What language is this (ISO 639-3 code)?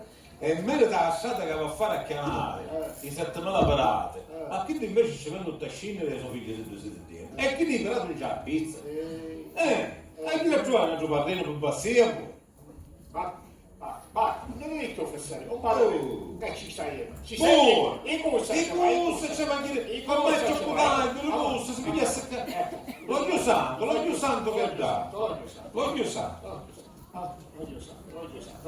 scn